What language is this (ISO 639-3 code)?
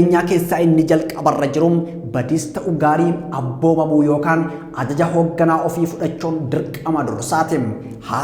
orm